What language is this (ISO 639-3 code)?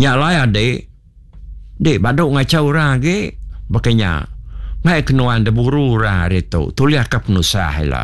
iba